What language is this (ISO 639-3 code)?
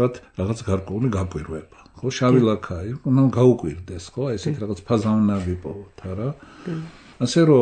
kat